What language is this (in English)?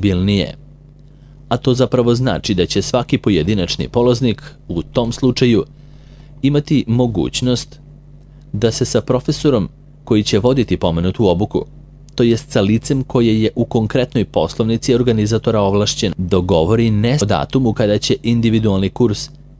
Serbian